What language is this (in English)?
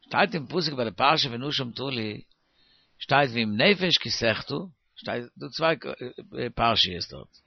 Yiddish